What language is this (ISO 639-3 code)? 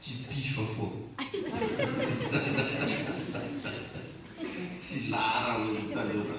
mlg